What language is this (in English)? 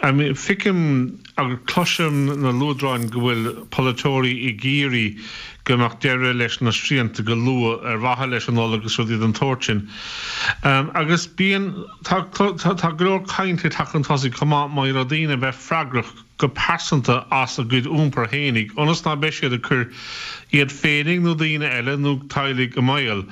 Irish